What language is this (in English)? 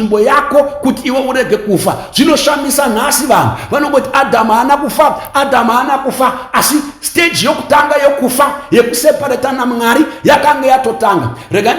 Shona